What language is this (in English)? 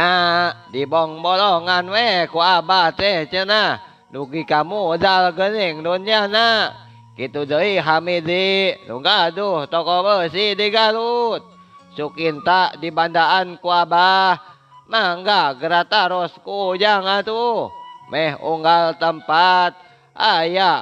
Sundanese